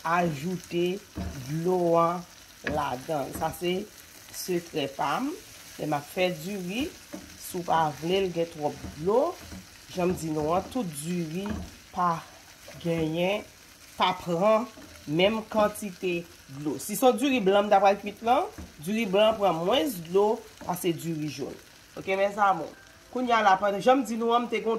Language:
Haitian Creole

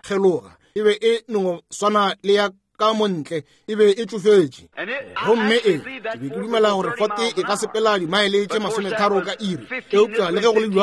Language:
Northern Sotho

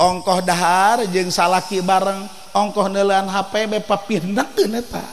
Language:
Sundanese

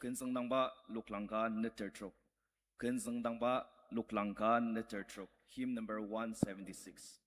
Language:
Ao Naga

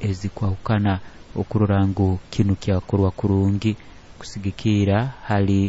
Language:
Nyoro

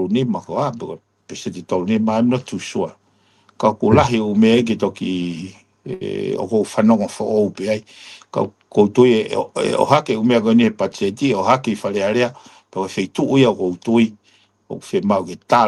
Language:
Tongan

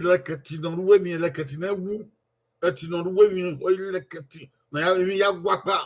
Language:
Bini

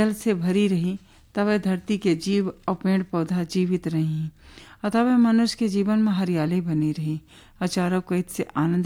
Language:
Bhojpuri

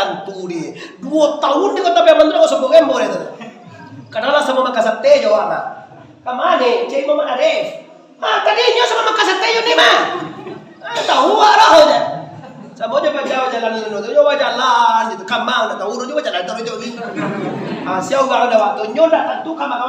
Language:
Minangkabau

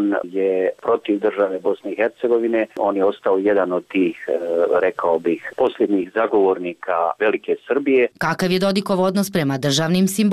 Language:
Bosnian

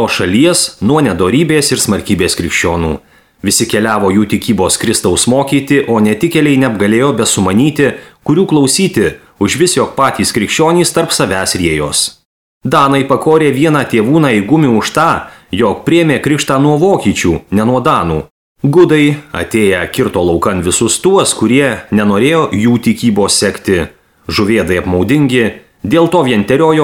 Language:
Lithuanian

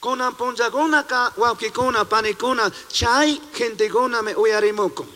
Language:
Chimborazo Highland Quichua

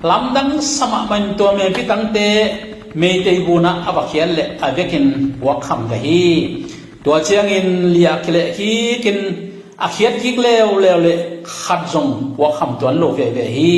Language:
Tedim Chin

